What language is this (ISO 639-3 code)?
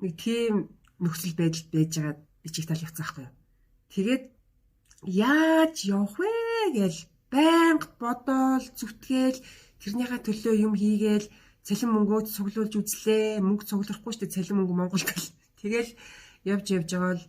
mon